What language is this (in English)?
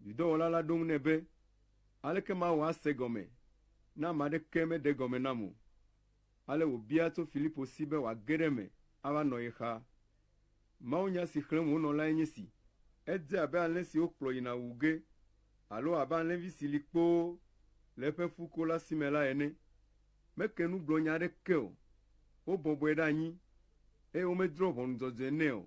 Ewe